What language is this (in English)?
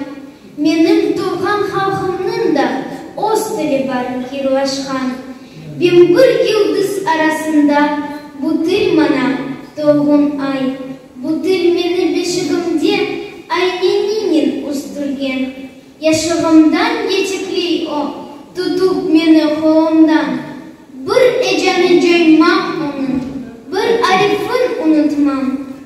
Crimean Tatar